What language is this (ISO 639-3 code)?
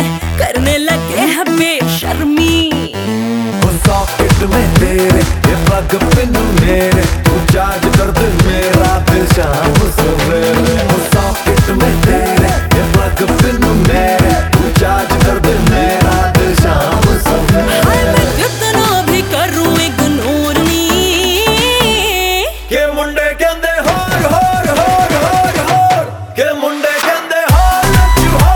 hin